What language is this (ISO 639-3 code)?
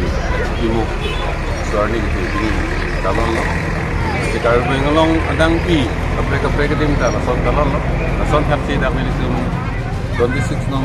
mjw